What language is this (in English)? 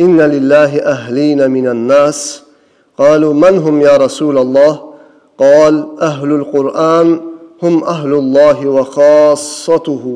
Kumyk